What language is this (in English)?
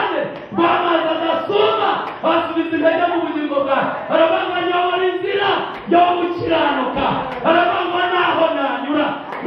Kinyarwanda